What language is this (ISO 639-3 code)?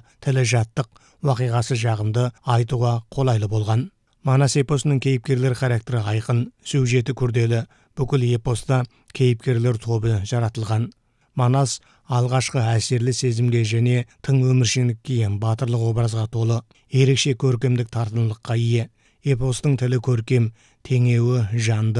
kaz